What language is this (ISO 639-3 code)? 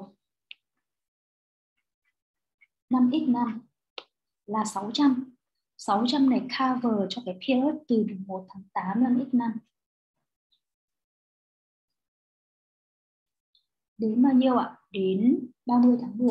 vie